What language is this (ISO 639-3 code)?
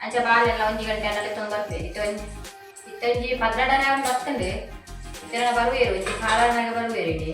tcy